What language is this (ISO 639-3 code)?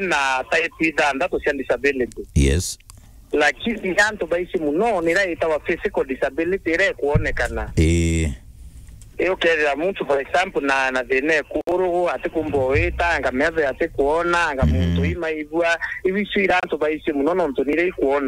mer